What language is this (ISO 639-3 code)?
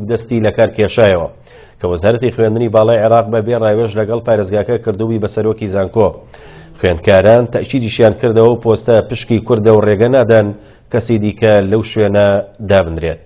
ckb